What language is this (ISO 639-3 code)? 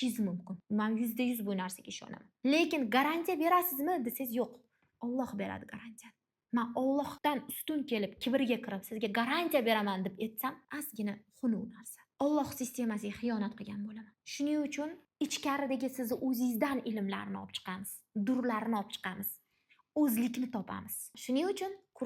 uzb